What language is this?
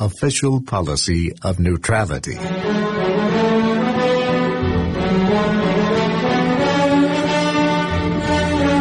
English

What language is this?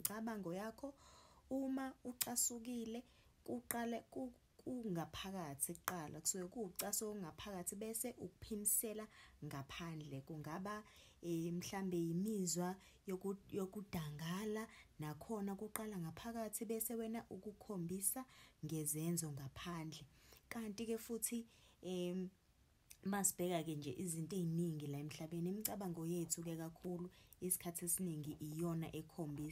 Zulu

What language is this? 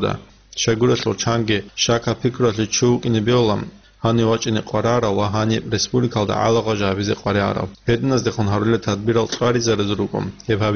Avaric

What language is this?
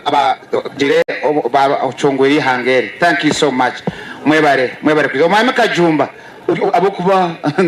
Nyankole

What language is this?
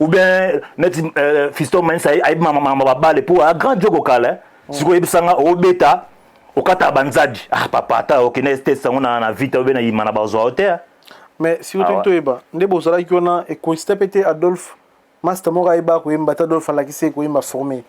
Lingala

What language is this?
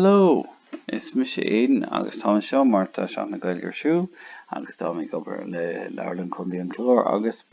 Irish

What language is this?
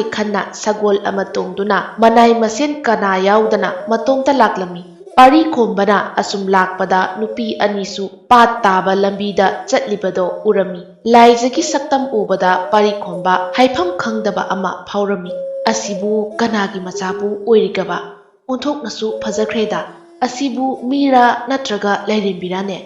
Manipuri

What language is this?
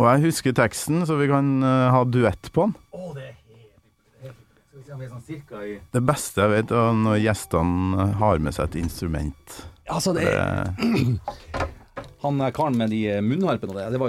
Norwegian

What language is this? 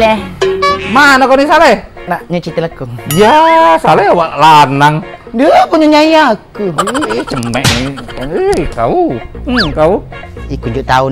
Musi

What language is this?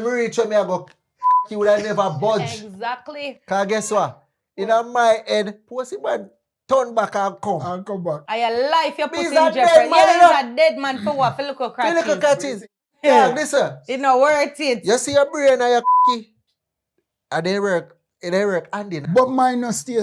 Jamaican Creole English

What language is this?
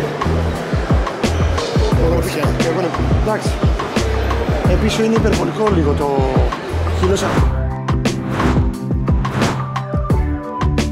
Greek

